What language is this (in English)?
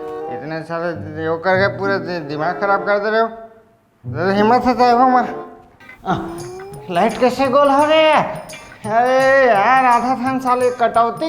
Chhattisgarhi